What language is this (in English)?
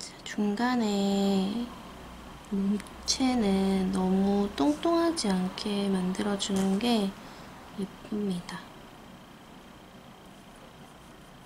Korean